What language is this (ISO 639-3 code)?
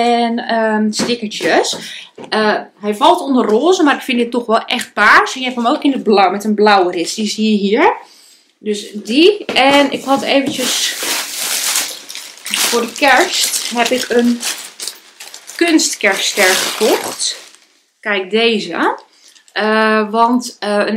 nld